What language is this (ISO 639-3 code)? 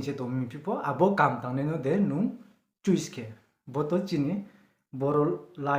ria